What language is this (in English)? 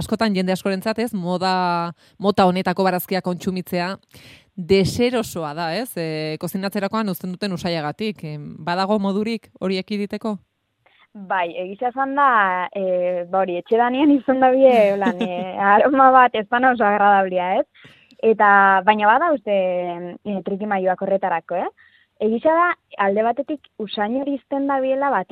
Basque